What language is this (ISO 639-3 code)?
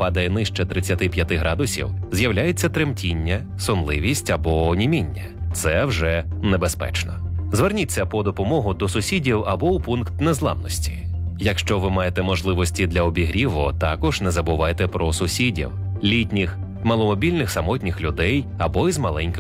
ukr